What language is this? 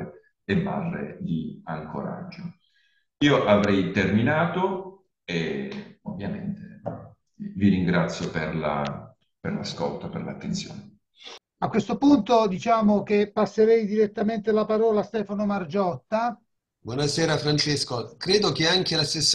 Italian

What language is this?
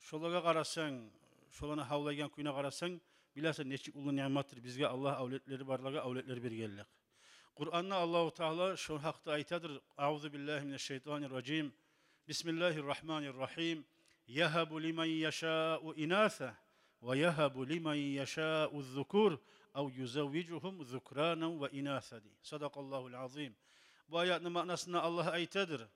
Kumyk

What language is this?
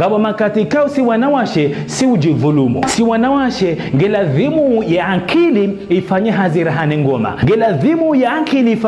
Ngazidja Comorian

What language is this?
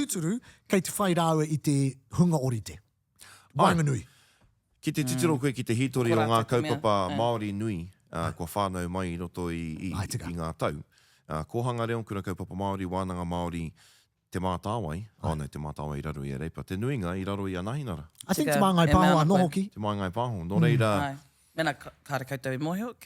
Māori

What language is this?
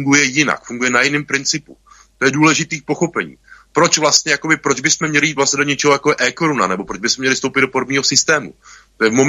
Czech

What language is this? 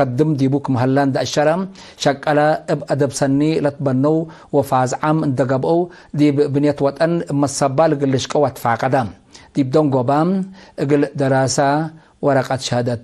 Tigre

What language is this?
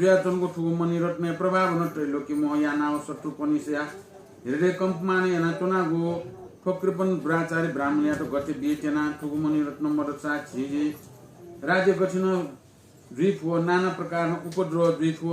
Newari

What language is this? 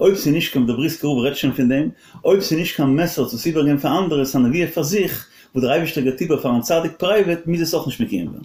Yiddish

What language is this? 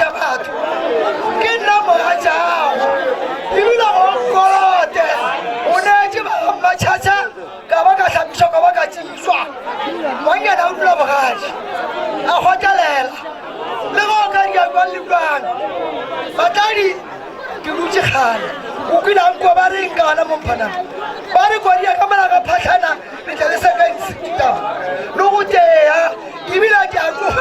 Northern Sotho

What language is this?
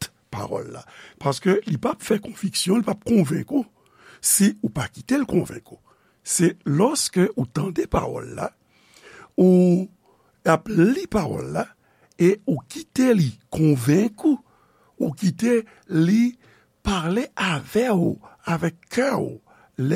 Haitian Creole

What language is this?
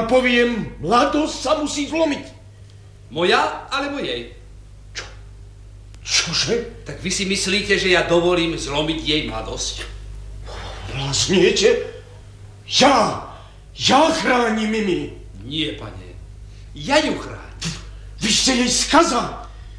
Slovak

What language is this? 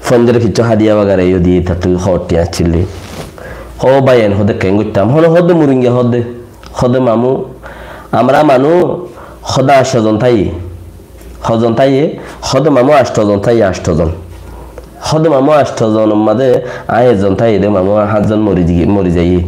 Rohingya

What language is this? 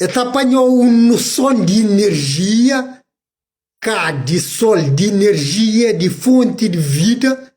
Kabuverdianu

